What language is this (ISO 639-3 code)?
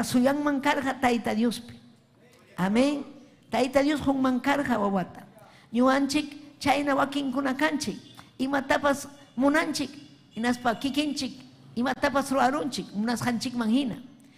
quy